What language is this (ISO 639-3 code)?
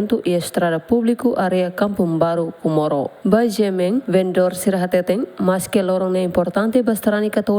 tet